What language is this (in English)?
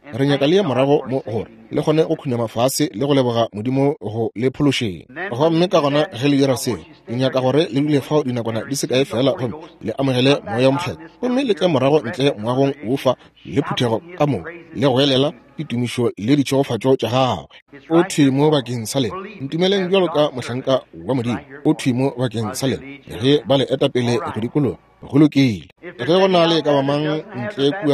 Northern Sotho